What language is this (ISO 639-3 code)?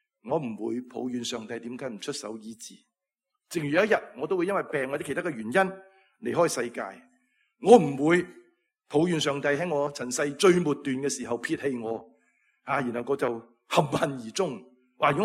yue